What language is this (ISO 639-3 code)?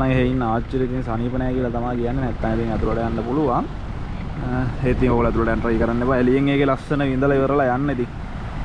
sin